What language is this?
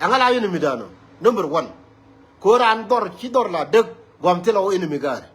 Nuer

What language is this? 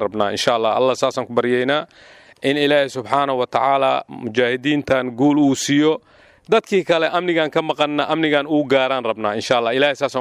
Somali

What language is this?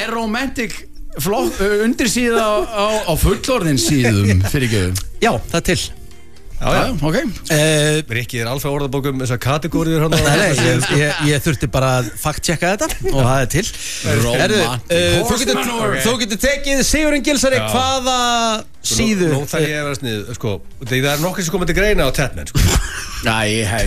Icelandic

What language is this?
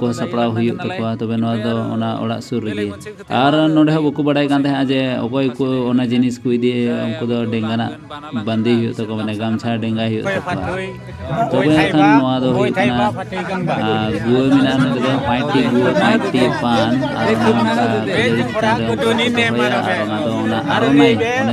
Santali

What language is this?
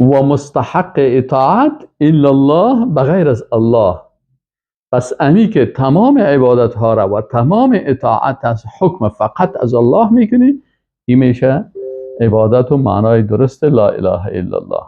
Persian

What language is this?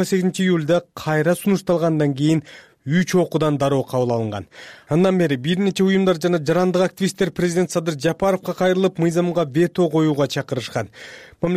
Kyrgyz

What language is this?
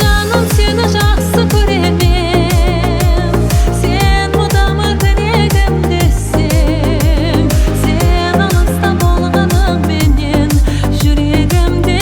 Kara-Kalpak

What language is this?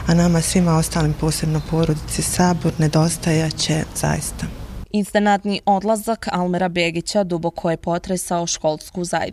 Bosnian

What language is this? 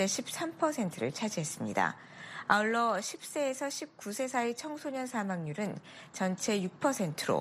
Korean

